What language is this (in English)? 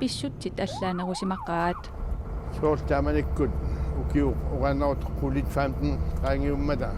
Kalaallisut